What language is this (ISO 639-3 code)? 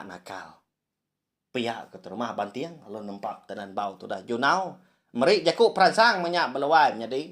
iba